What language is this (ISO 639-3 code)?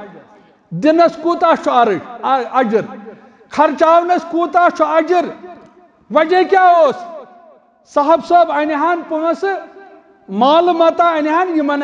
kas